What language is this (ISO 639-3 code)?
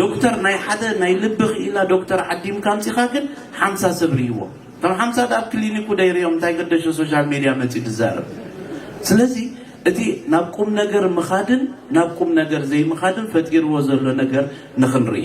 tir